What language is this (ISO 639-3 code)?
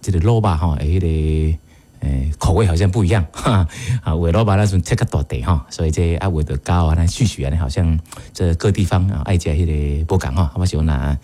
nan